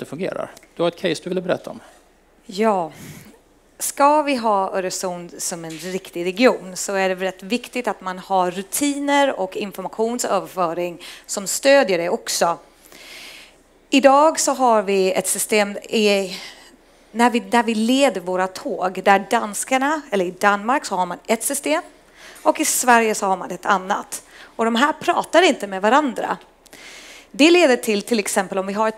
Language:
Swedish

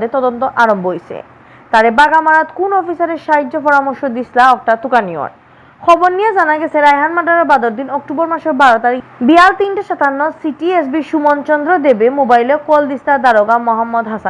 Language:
Sylheti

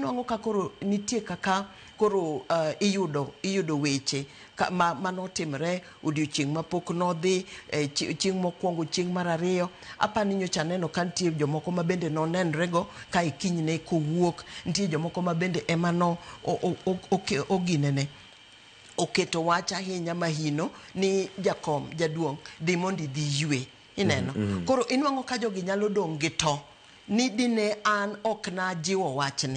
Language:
Luo (Kenya and Tanzania)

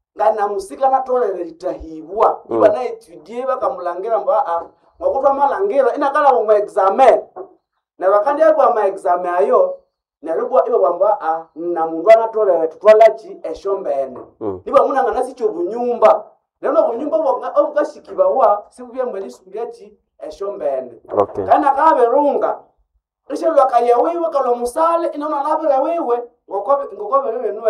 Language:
Nande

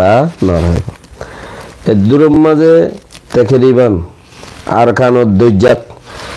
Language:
Rohingya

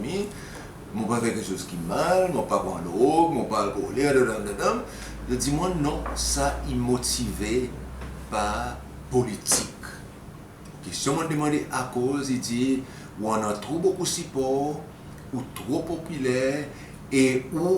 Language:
Seselwa Creole French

